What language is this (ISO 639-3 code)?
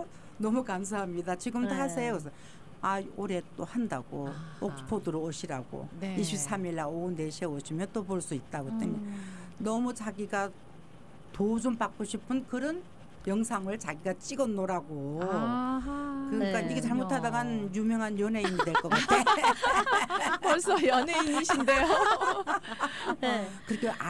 kor